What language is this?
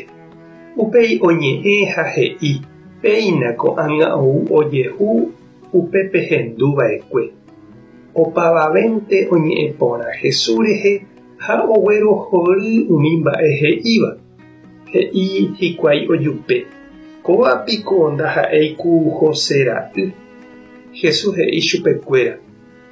Guarani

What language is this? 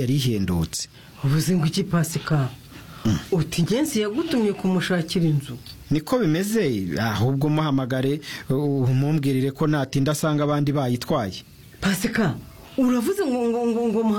Kinyarwanda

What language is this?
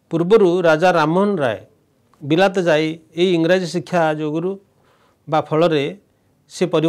Odia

